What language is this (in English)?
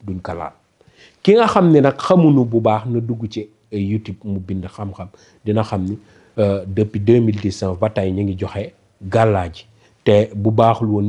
Wolof